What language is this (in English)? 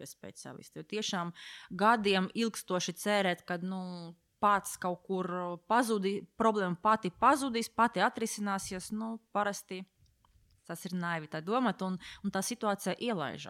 Latvian